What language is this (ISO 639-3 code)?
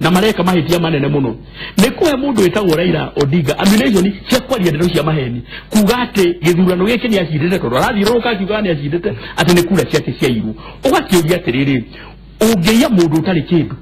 kik